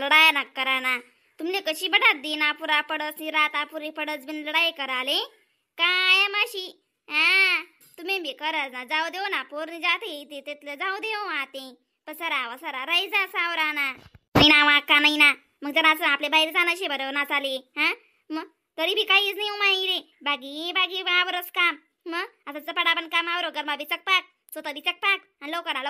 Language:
Khandesi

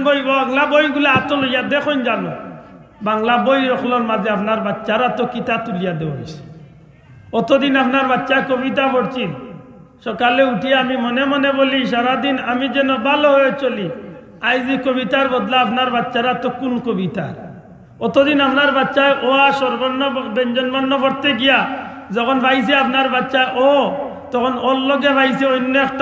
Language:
Sylheti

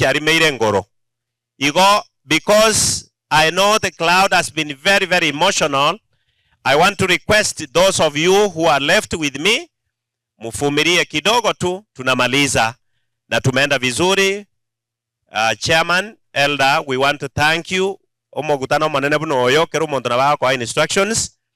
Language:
Gusii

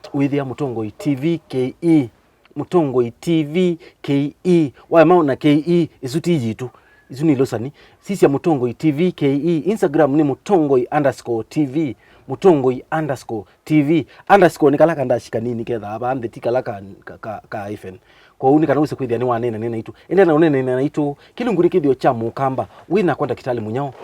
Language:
Kamba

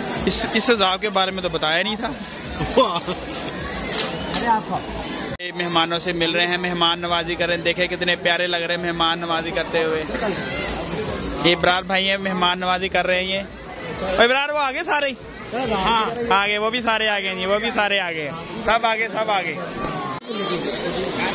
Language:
Hindi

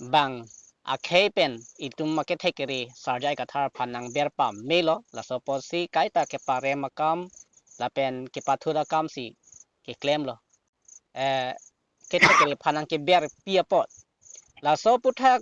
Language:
Karbi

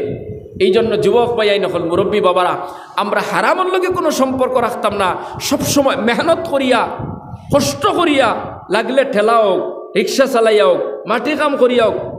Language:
Sylheti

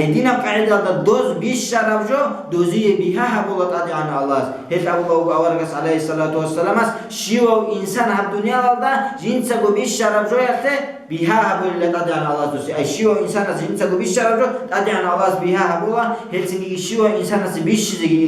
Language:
Avaric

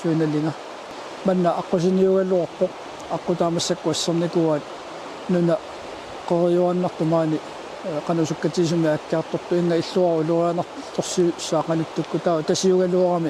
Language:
Kalaallisut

